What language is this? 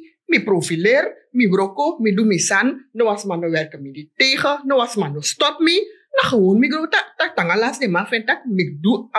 Sranan Tongo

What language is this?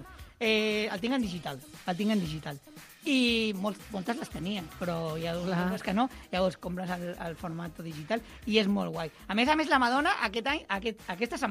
Catalan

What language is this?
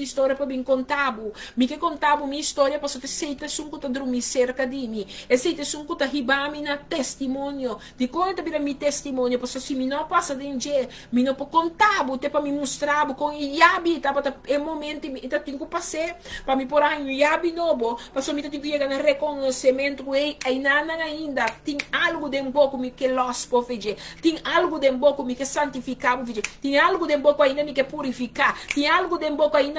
Papiamento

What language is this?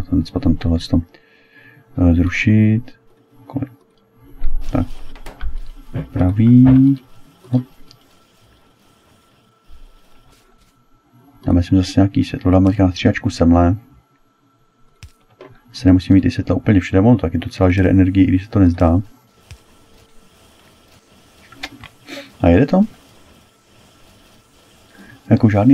Czech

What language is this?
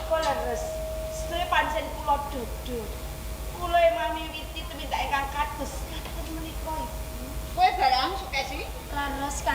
Javanese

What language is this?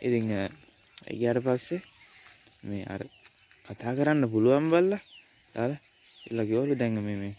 Sinhala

